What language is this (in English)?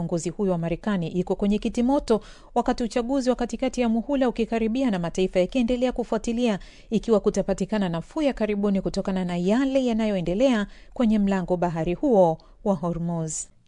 Swahili